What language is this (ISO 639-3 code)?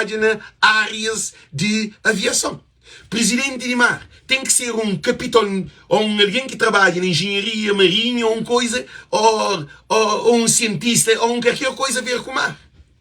kea